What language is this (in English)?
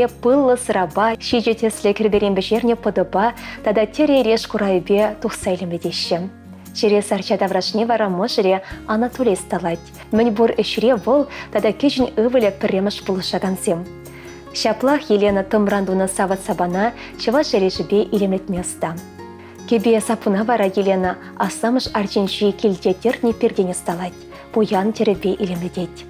Chuvash